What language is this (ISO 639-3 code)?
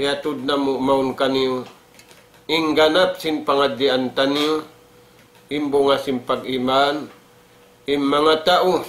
tsg